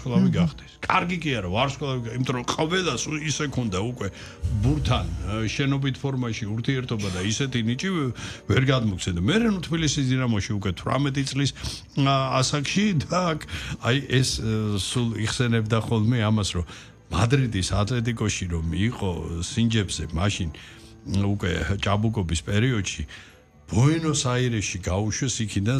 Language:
Georgian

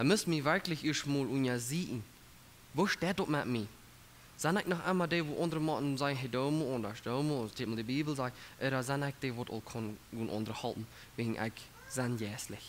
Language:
Plautdietsch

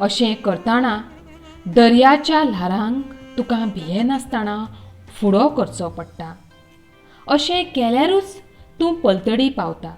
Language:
Konkani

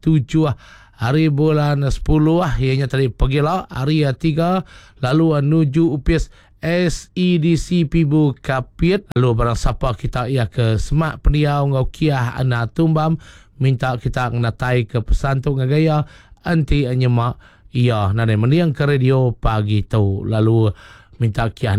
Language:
Iban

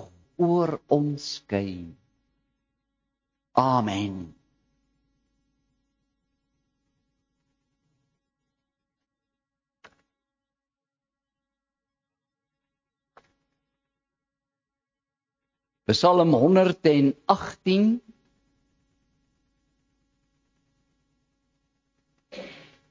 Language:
Afrikaans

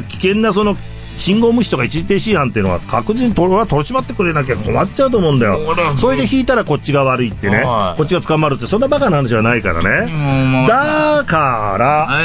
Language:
Japanese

